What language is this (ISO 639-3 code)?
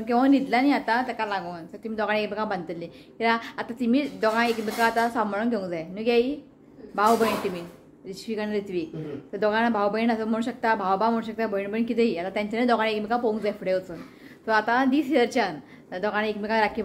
kok